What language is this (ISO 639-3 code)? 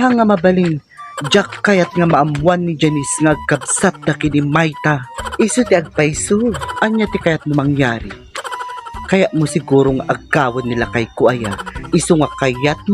ilo